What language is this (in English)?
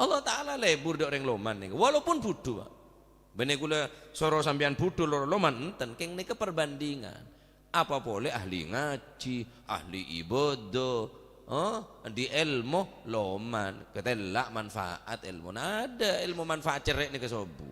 Madurese